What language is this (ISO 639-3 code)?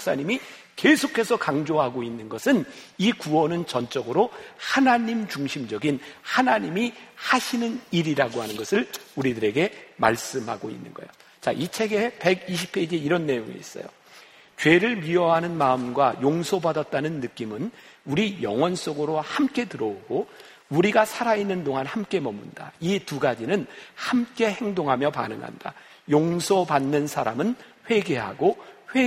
kor